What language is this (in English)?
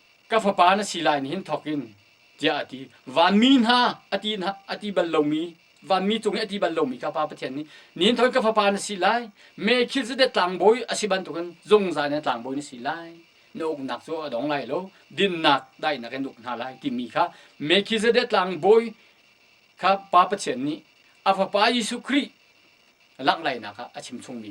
Hakha Chin